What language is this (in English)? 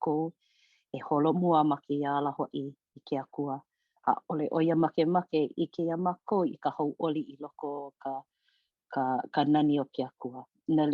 Hawaiian